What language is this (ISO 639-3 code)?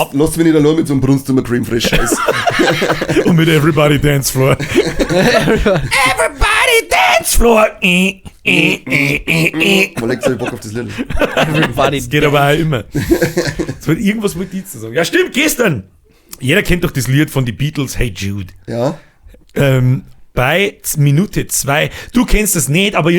bar